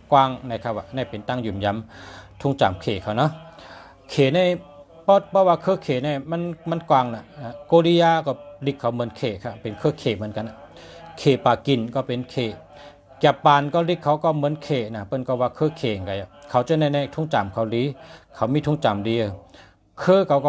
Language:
Shan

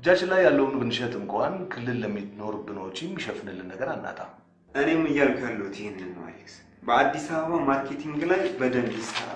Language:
Amharic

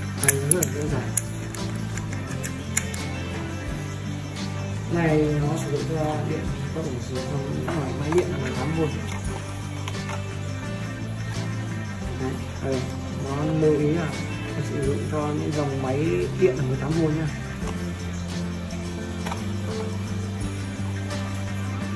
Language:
Vietnamese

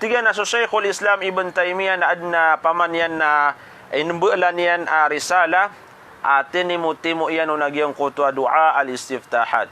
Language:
Maranao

